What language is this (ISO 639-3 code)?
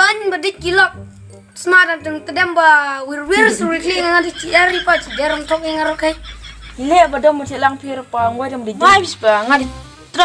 kha